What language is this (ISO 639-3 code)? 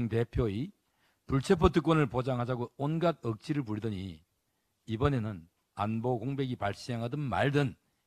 kor